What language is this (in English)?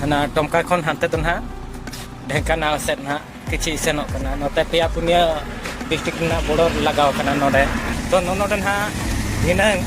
Santali